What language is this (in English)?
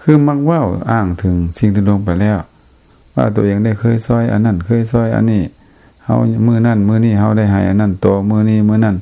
Lao